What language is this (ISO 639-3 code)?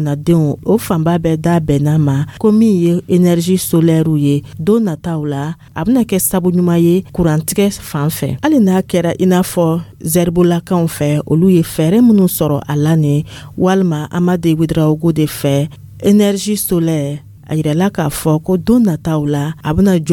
dyu